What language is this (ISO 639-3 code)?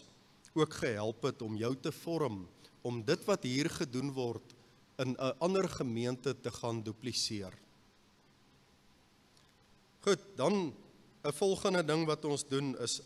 afr